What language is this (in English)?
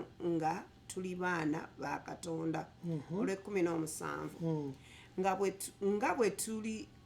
Ganda